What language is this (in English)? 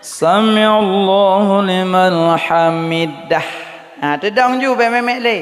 Achinese